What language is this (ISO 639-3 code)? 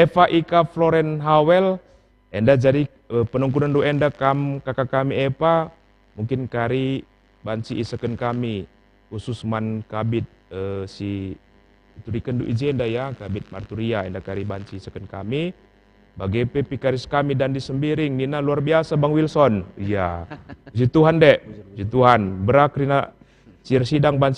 btx